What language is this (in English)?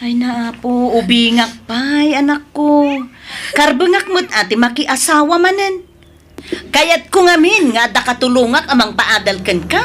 Iloko